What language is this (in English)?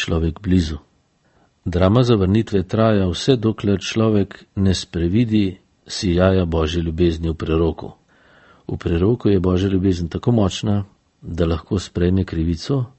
Slovenian